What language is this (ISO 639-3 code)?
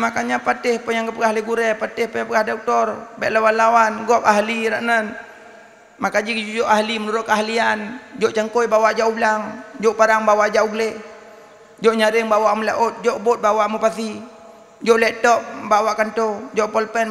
ace